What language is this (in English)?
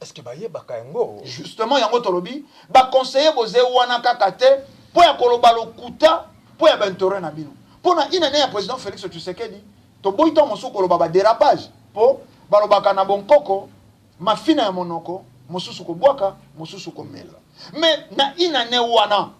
Lingala